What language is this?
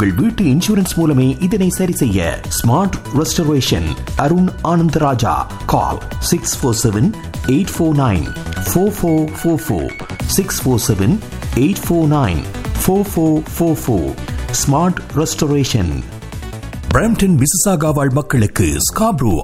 Tamil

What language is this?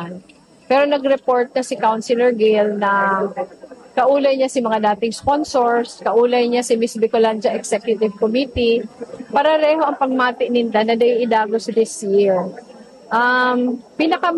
Bikol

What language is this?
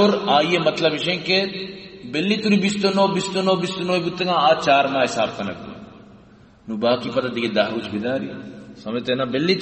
Baluchi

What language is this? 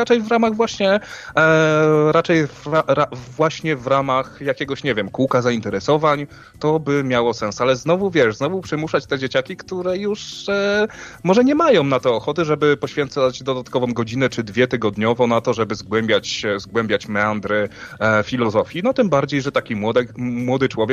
Polish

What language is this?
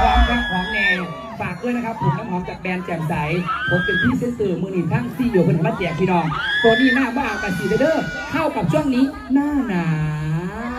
Northeastern Thai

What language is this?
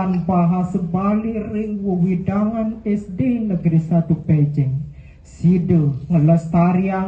Balinese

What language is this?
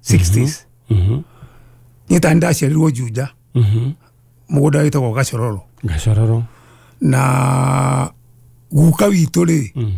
Kikuyu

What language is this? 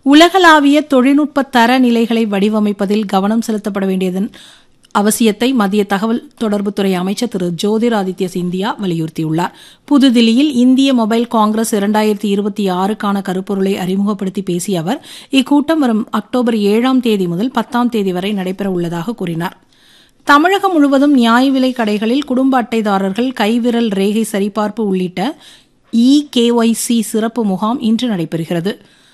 Tamil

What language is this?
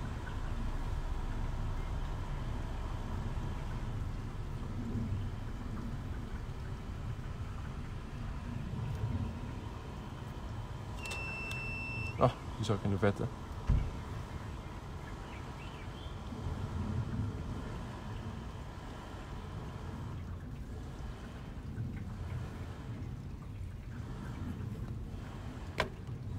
Dutch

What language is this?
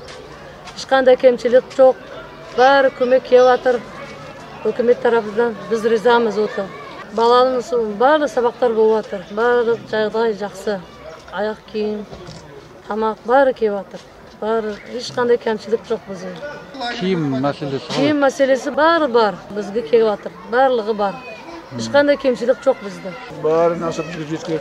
Kazakh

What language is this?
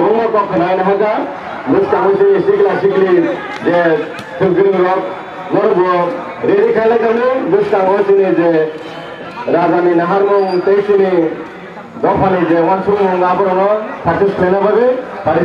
Kok Borok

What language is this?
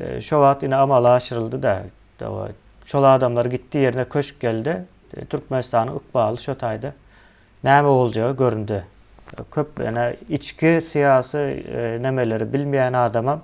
Turkmen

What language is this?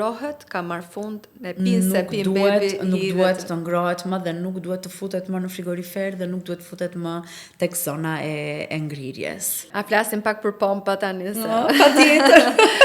Albanian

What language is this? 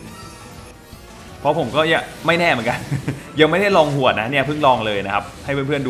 Thai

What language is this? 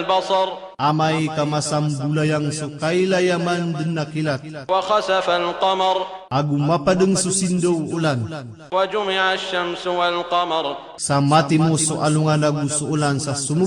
Maranao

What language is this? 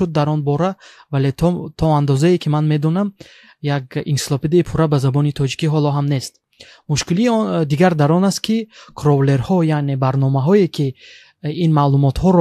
Tajik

